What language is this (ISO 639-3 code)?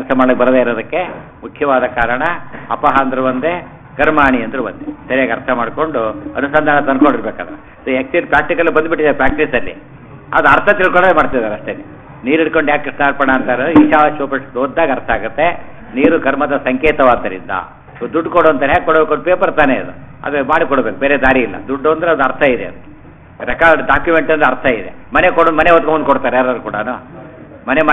kan